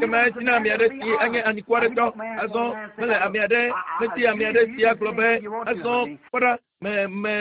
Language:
Ewe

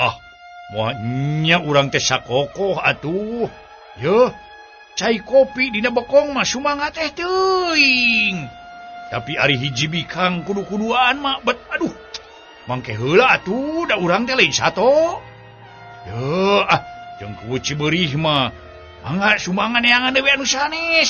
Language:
Sundanese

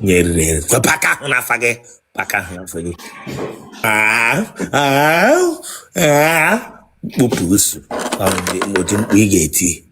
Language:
Igbo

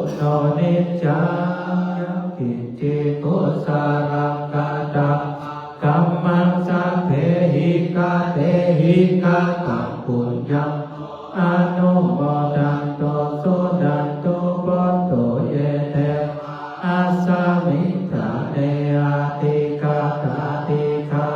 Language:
Pali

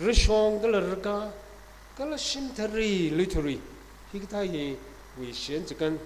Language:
Tangkhul Naga (India)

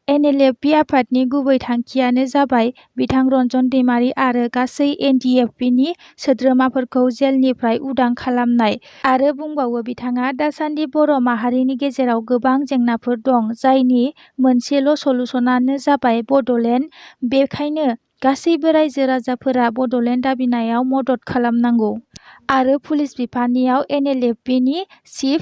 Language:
Bodo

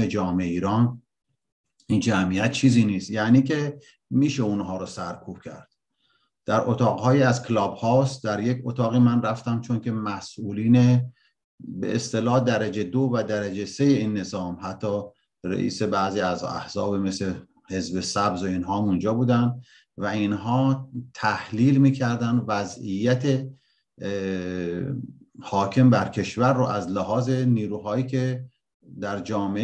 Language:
Persian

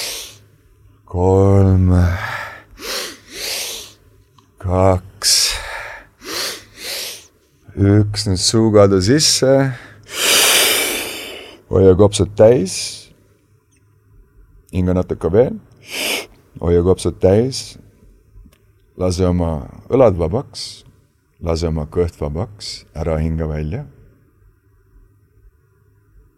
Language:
Estonian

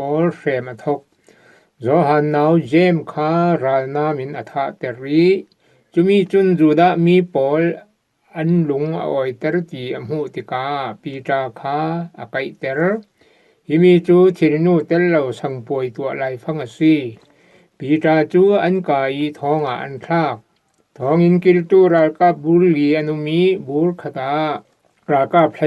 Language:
Falam Chin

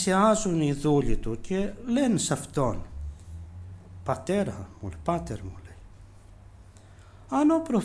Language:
Greek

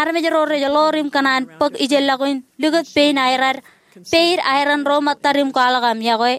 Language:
Marshallese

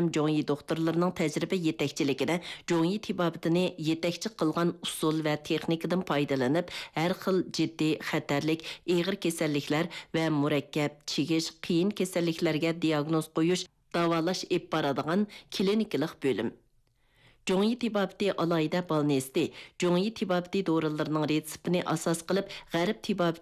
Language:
Uyghur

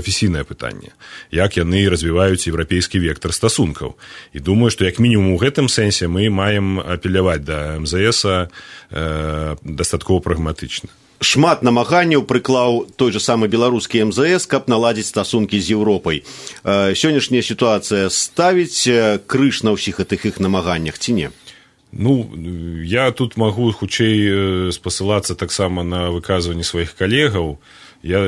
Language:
Belarusian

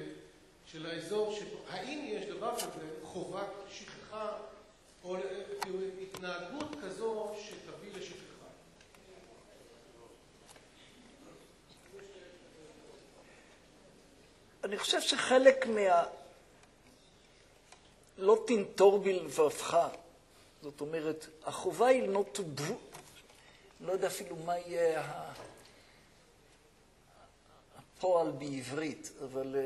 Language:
Hebrew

